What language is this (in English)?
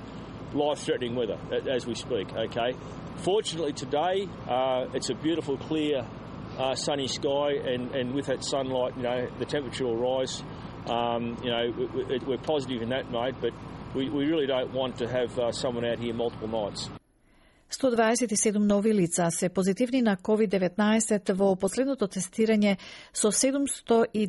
Macedonian